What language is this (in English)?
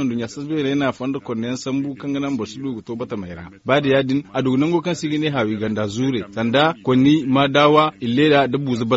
Zarma